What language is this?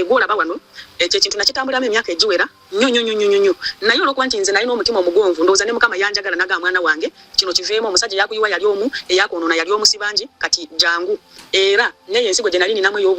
Ganda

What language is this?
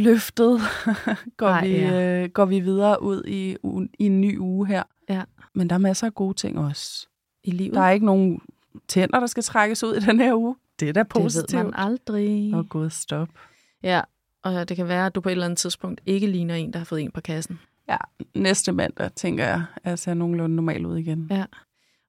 Danish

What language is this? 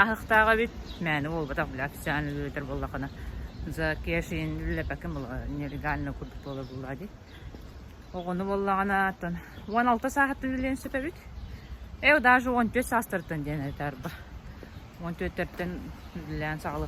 Yakut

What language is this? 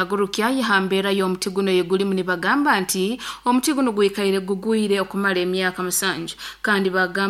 Nyoro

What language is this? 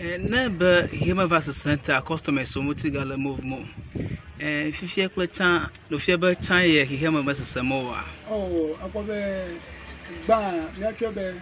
Ewe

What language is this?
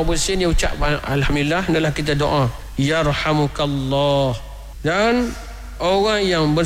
Malay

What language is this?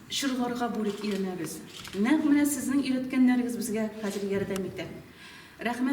Tatar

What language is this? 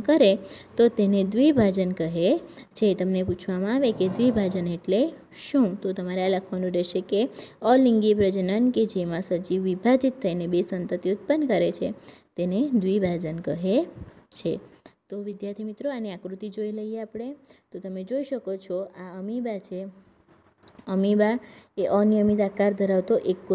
Gujarati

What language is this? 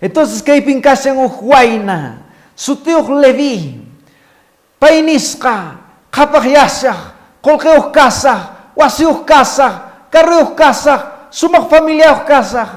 Quechua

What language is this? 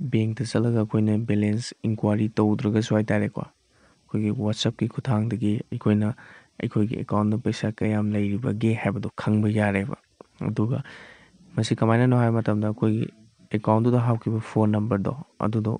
Manipuri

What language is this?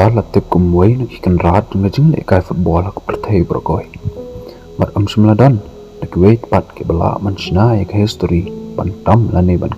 Khasi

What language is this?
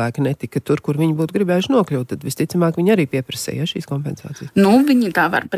Latvian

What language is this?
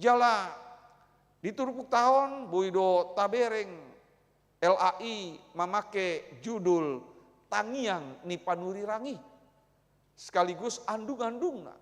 Batak Toba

